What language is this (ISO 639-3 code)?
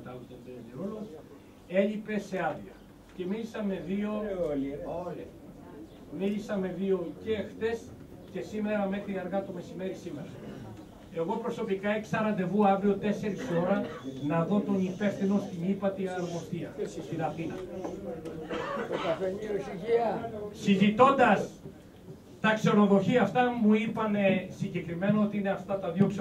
ell